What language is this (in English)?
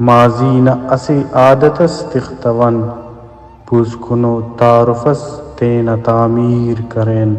Brahui